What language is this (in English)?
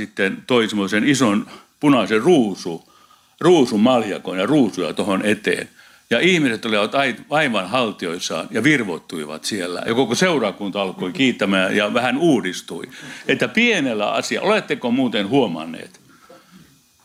Finnish